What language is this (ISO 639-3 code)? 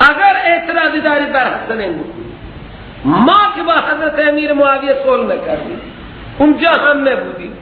fas